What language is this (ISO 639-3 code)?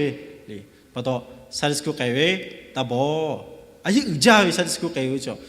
lhu